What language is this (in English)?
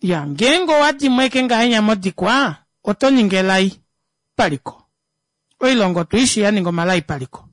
Kuanyama